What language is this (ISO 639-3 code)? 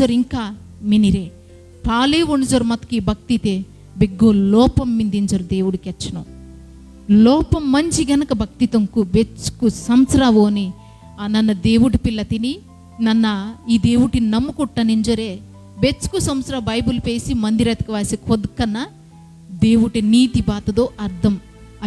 kff